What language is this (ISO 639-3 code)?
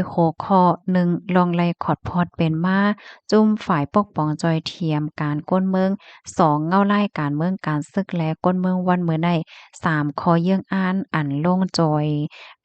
shn